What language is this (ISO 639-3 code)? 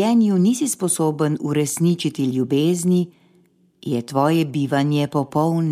slv